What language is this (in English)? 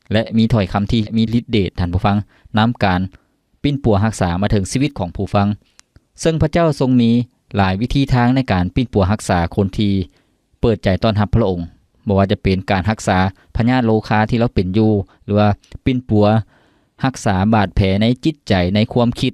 Lao